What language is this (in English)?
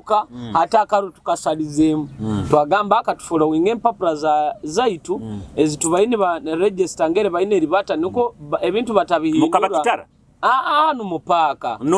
Nyoro